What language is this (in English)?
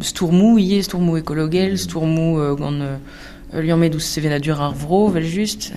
Breton